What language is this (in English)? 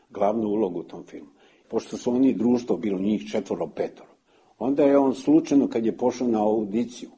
Serbian